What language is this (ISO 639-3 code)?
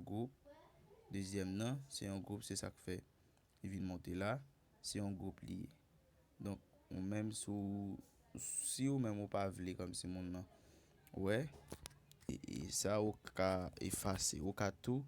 hat